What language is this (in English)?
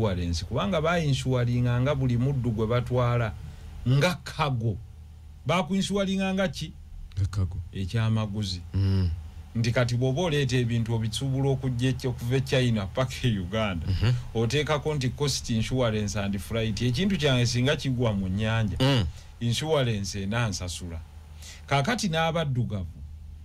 Ganda